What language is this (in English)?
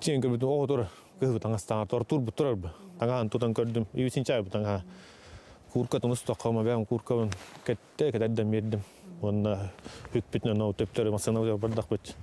Yakut